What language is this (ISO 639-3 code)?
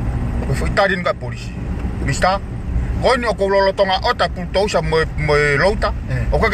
ton